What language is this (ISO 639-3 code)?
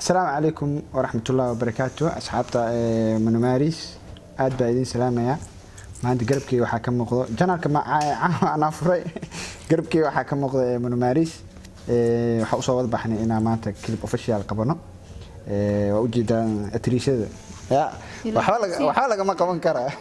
som